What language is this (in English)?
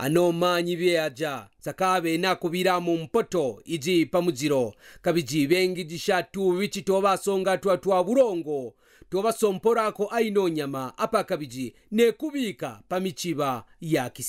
Kaonde